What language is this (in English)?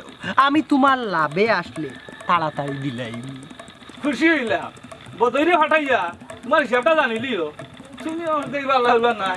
Sylheti